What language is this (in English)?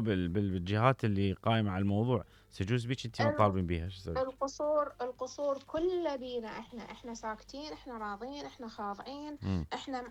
Mesopotamian Arabic